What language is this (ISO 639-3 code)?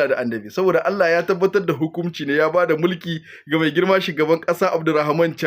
hau